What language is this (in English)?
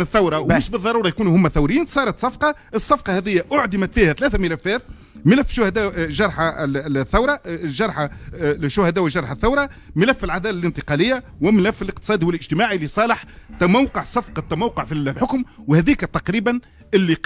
Tunisian Arabic